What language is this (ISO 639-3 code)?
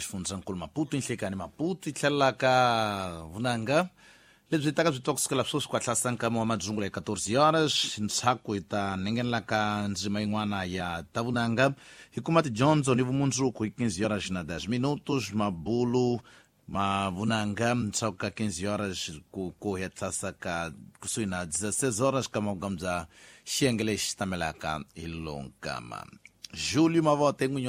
tso